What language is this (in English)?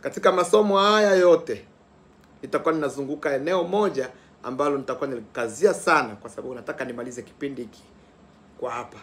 Swahili